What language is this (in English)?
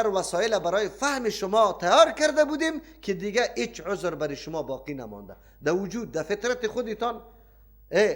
Persian